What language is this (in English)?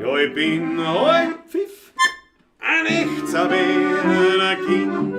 Bavarian